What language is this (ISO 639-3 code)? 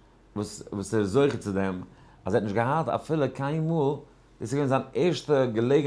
yid